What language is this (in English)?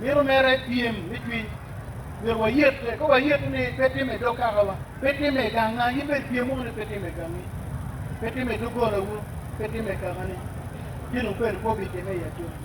Acoli